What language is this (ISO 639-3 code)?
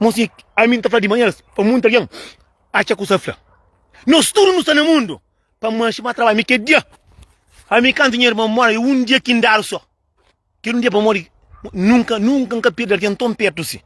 kea